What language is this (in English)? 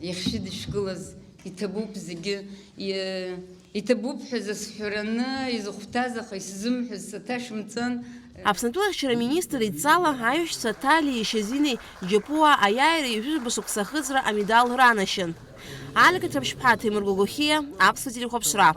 Abkhazian